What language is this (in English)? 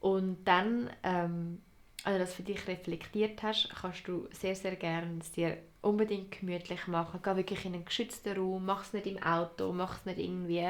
Swiss German